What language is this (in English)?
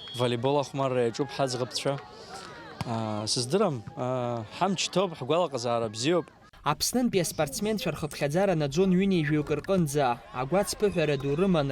Abkhazian